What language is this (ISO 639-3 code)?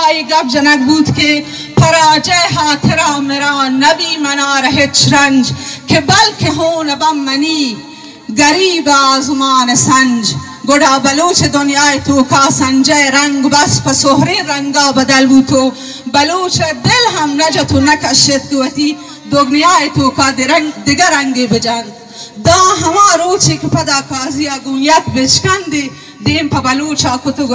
bal